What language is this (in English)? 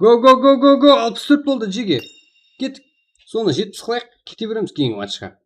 Kara-Kalpak